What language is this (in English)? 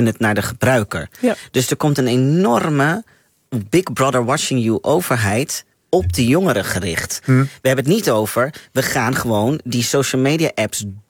Dutch